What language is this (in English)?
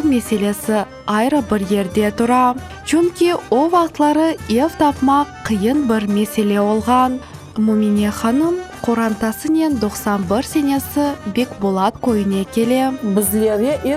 Crimean Tatar